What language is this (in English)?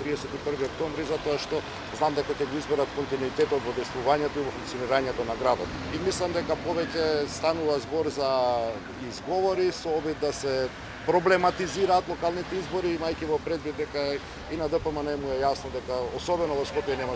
Macedonian